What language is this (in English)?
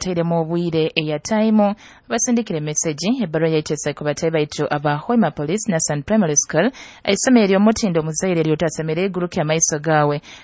Nyoro